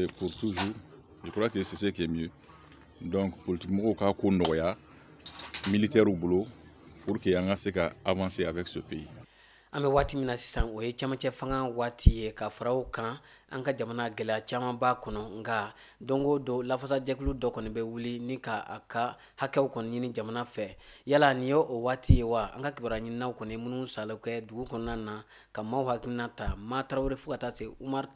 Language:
Bambara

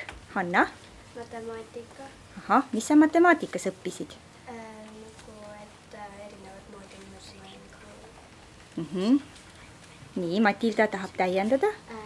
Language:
Estonian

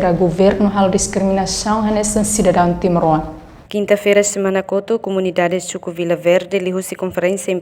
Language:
Tetum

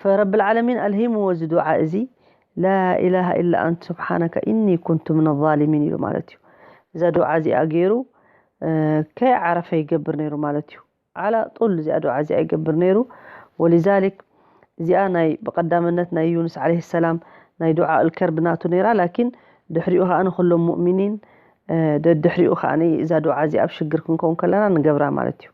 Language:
Tigrinya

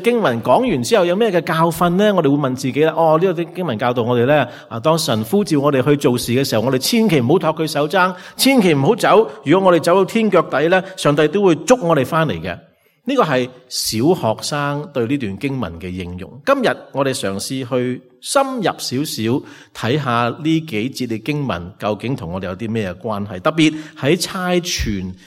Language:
Cantonese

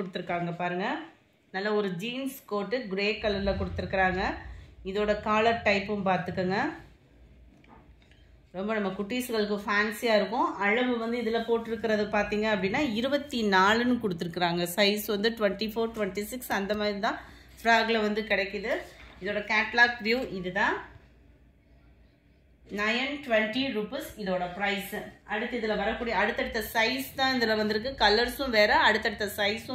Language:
Tamil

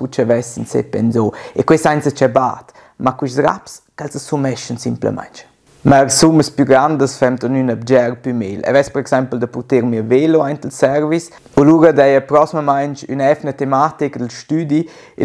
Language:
Romansh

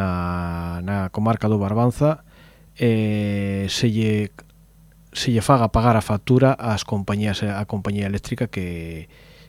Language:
Galician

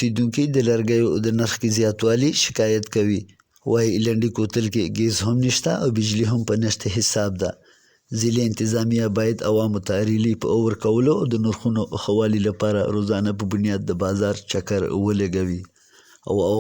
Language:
Pashto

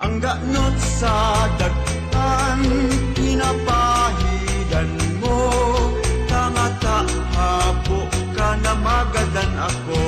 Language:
Bikol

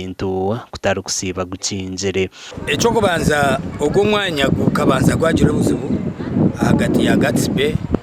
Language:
Nyankole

